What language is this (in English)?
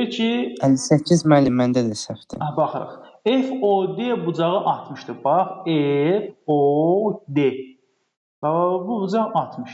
Azerbaijani